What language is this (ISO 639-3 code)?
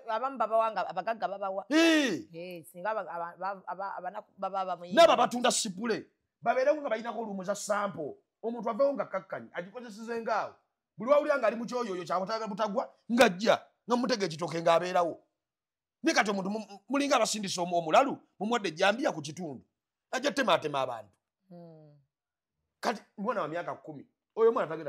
lug